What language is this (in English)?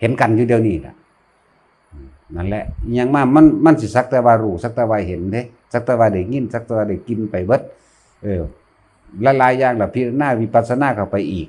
Lao